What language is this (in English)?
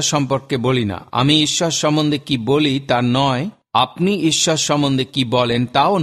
Bangla